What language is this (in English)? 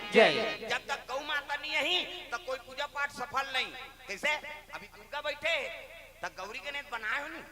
Chhattisgarhi